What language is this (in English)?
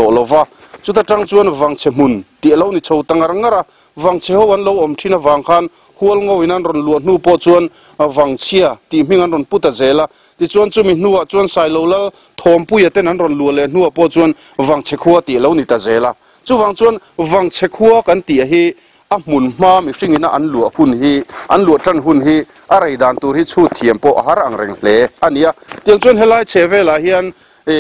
Mizo